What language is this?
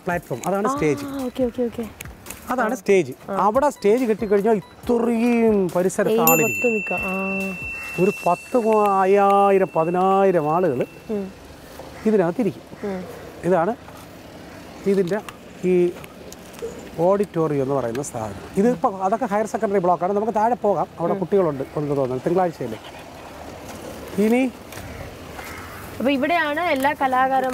Malayalam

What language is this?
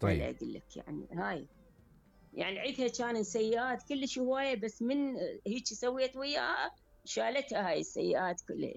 Mesopotamian Arabic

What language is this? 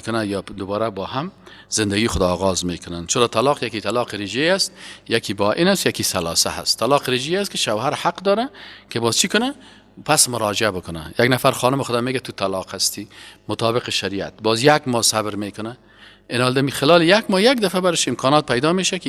Persian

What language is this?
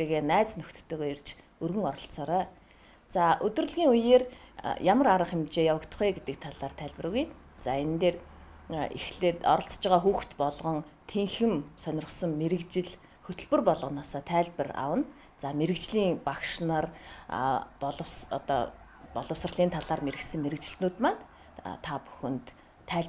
Mongolian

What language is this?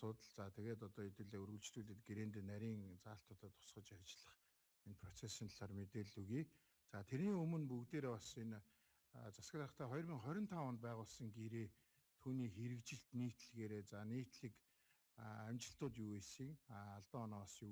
Mongolian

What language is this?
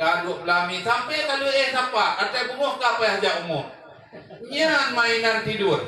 Achinese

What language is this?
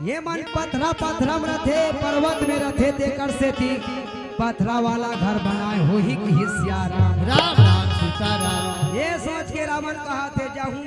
Chhattisgarhi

